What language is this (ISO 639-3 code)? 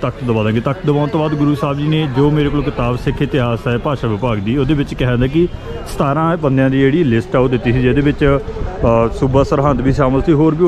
pan